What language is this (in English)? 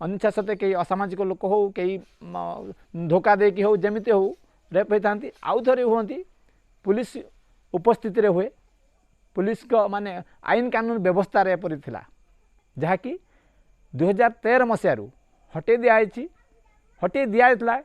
Odia